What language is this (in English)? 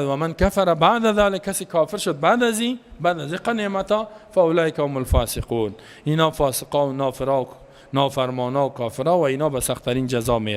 Persian